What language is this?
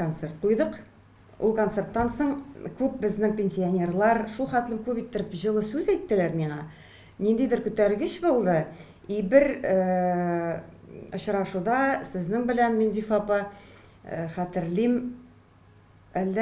Tatar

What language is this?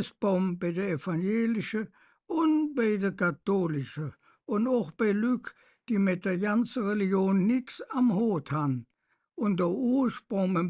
Colognian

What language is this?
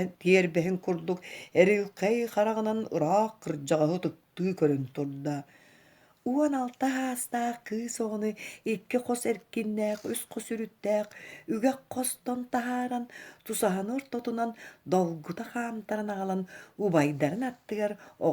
Yakut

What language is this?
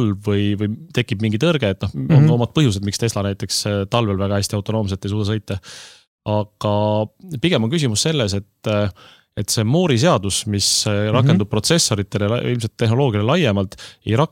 Estonian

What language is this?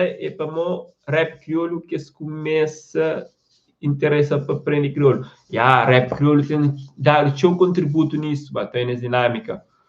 Kabuverdianu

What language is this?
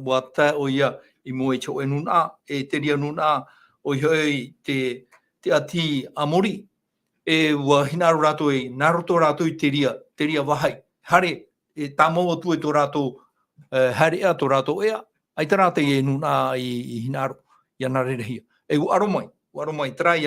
Tahitian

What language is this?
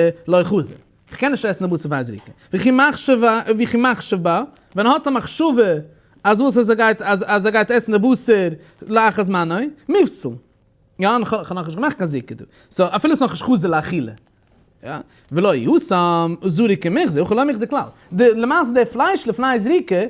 Yiddish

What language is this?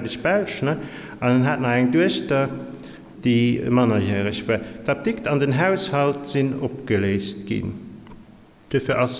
Luxembourgish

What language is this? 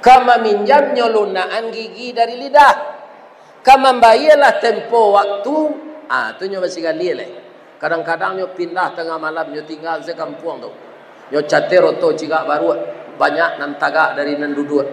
Minangkabau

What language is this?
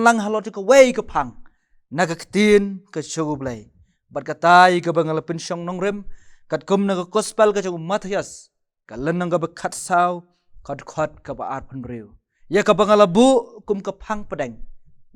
Khasi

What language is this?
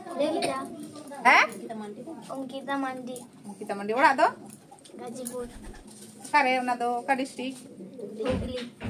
Santali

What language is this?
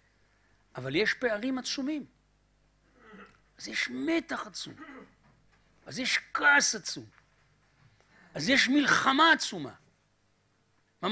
Hebrew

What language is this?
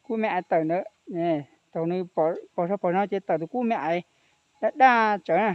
Hmong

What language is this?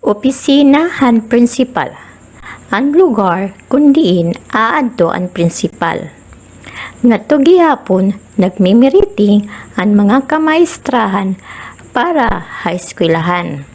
Waray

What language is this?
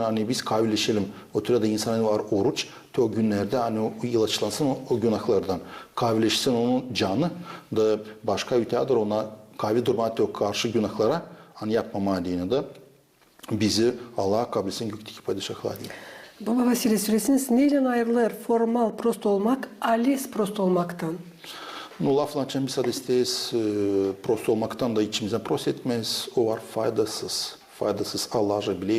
Gagauz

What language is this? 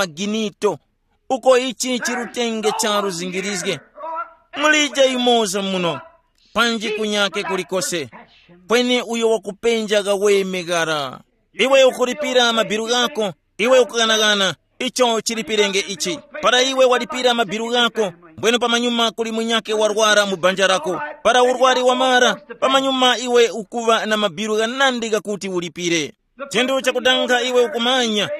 Tumbuka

